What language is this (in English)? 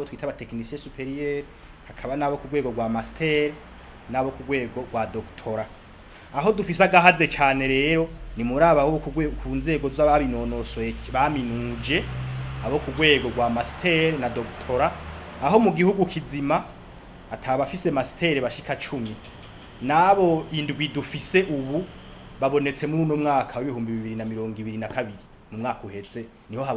Rundi